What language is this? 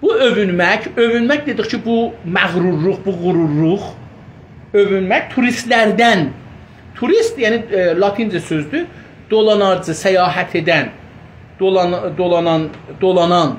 South Azerbaijani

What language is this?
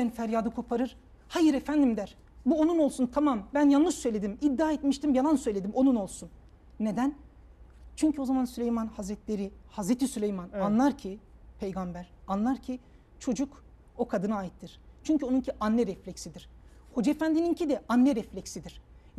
Turkish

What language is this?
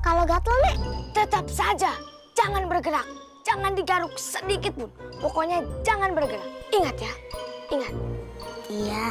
Betawi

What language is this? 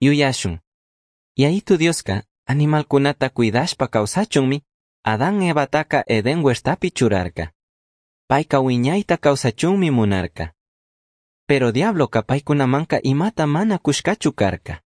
Chimborazo Highland Quichua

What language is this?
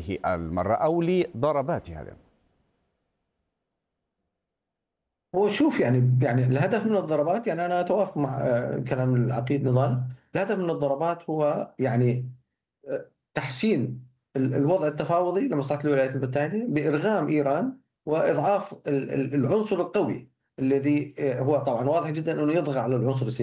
Arabic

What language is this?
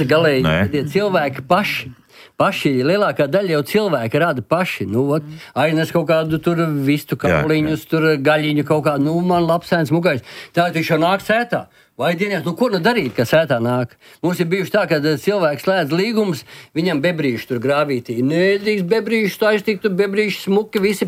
Latvian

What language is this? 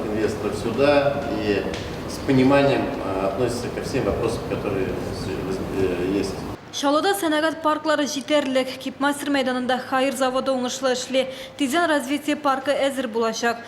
Tatar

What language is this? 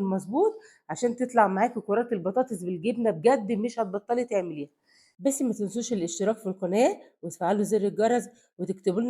Egyptian Arabic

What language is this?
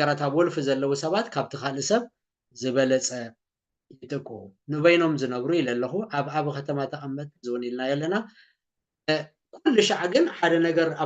Tigrinya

